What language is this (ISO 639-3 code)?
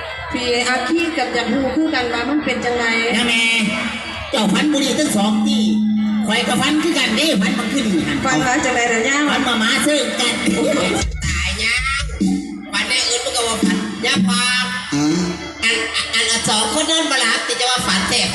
tts